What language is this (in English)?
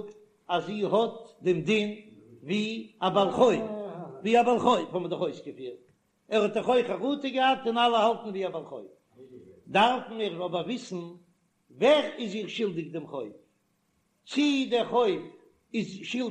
Yiddish